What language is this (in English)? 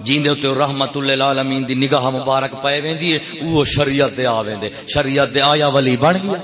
Saraiki